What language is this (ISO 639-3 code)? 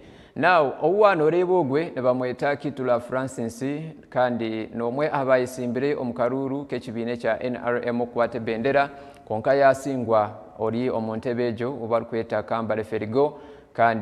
nyn